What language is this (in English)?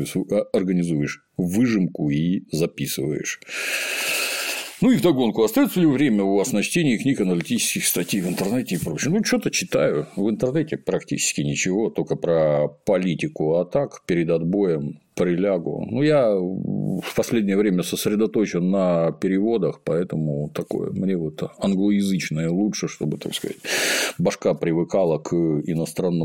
Russian